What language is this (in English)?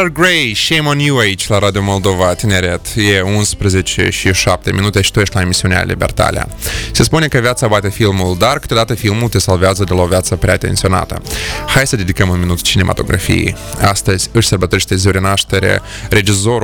Romanian